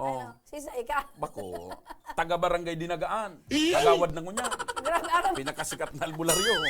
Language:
Bikol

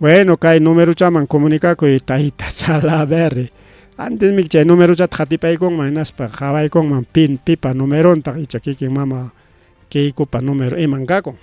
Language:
Ayacucho Quechua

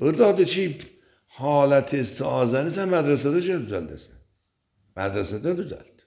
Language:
Azerbaijani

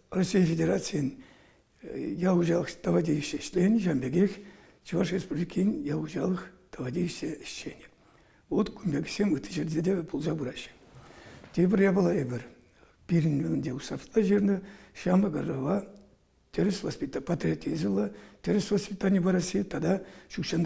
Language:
Chuvash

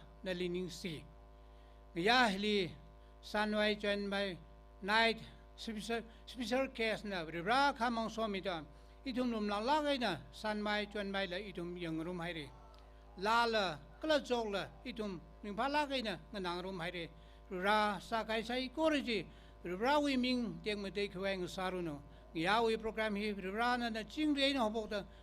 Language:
Tangkhul Naga (India)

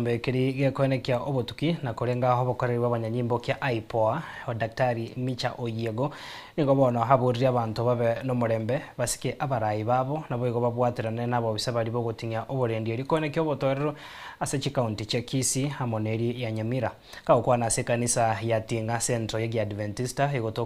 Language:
Gusii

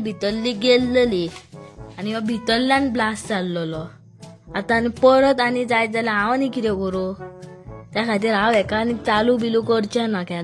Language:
Konkani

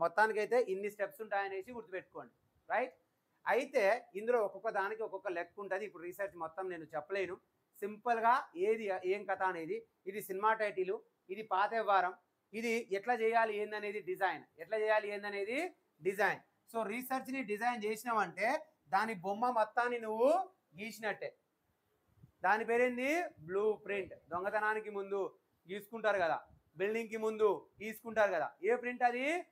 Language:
Telugu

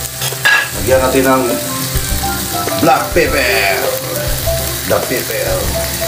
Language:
Filipino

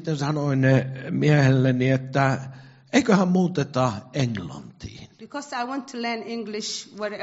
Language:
Finnish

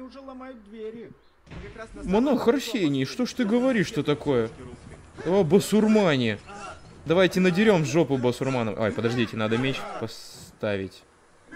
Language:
Russian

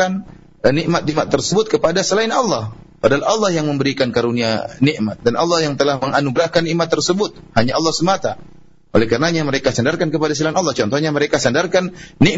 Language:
Indonesian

